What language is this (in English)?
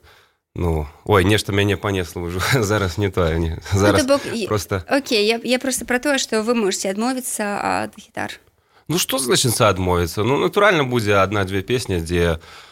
Belarusian